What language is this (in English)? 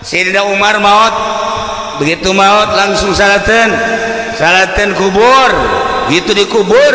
Sundanese